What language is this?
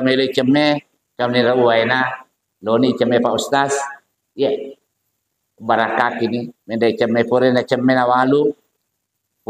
Buginese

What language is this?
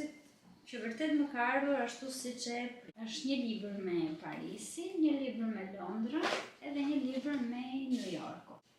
Albanian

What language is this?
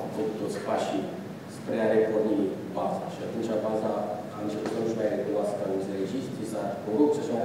Romanian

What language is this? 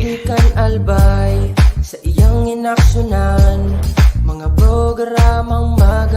Bikol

